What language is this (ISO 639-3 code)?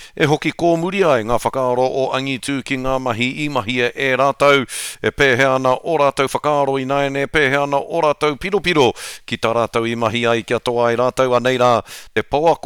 mri